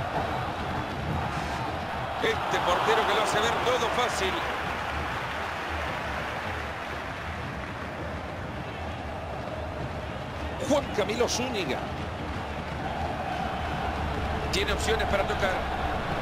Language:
Spanish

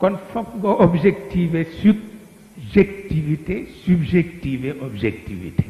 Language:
Wolof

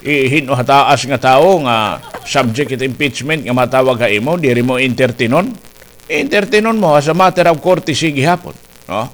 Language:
Waray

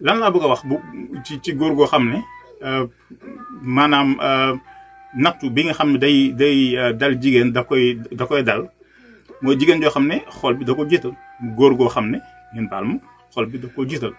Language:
Wolof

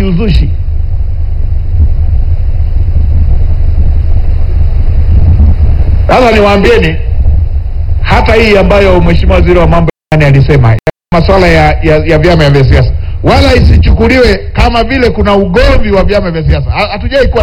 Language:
Swahili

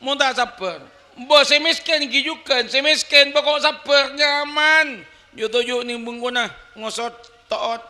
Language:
Madurese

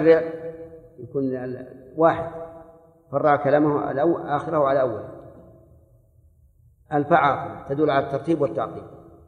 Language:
Arabic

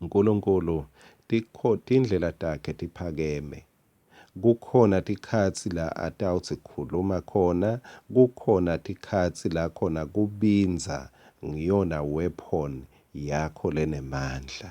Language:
Swati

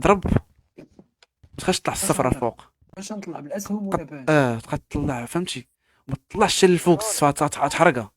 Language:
Moroccan Arabic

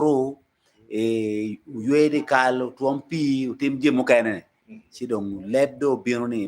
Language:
Acoli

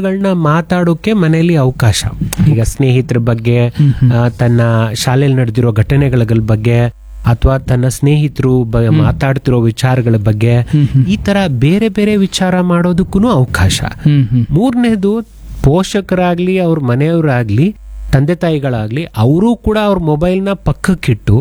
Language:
Kannada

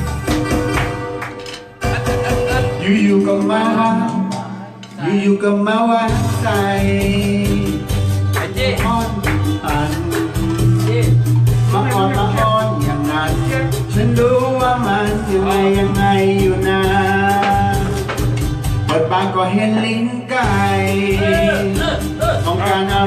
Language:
Thai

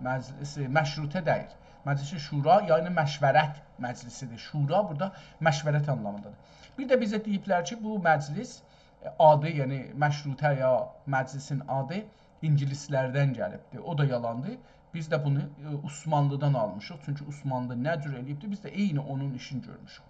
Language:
South Azerbaijani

